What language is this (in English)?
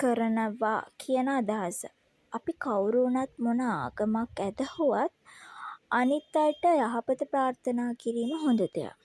Sinhala